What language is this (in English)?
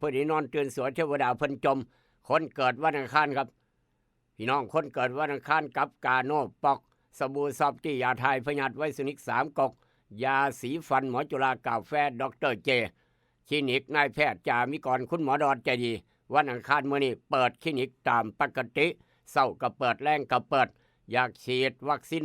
Northeastern Thai